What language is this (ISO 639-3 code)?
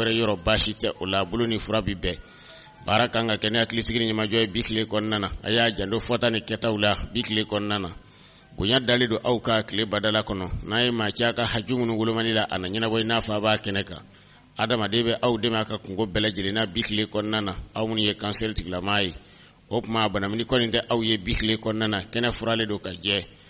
bam